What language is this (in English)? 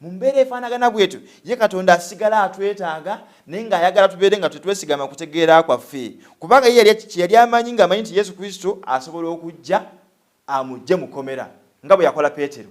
Ganda